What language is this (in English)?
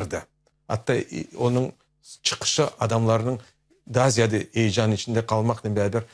Crimean Tatar